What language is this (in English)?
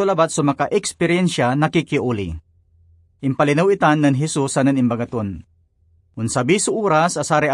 Pangasinan